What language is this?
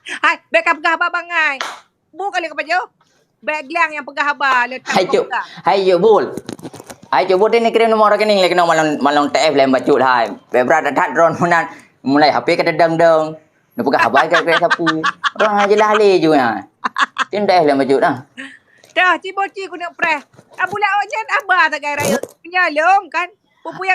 Achinese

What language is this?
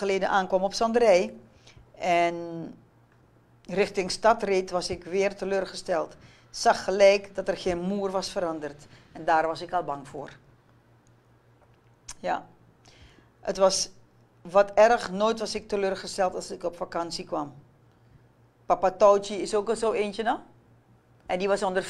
Dutch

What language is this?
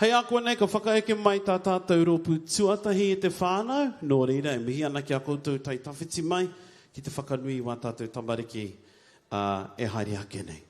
Māori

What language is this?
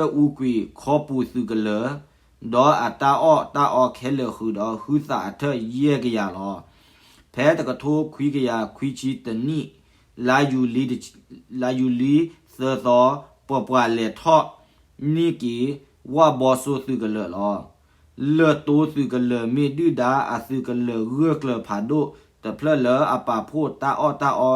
S'gaw Karen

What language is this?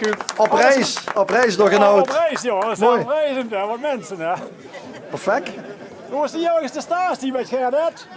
Limburgish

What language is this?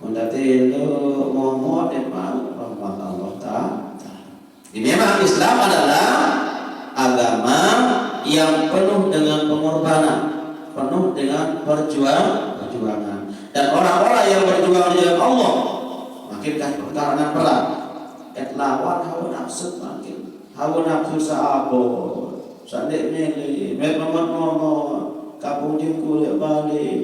Sasak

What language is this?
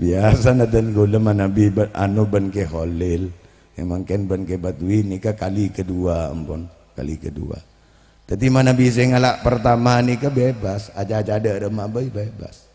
Madurese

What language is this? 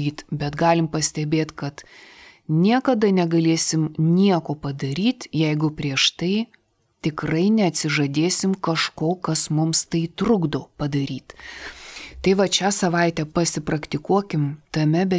Lithuanian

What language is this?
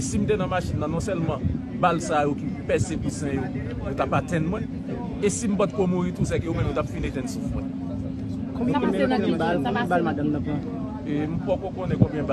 Haitian Creole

